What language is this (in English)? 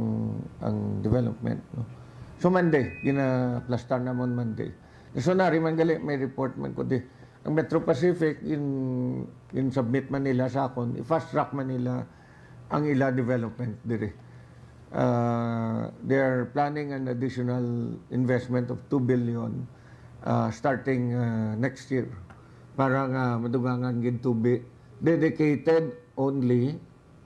Hiligaynon